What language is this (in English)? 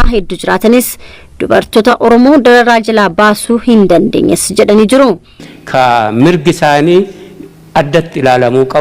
Oromo